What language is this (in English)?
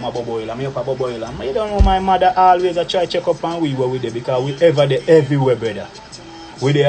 Jamaican Creole English